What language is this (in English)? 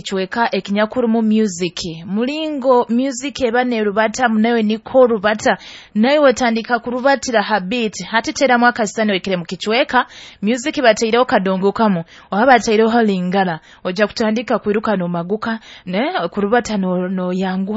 Nyoro